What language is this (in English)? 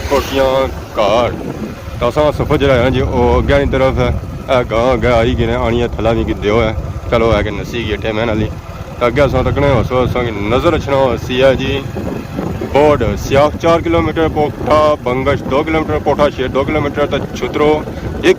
Pahari-Potwari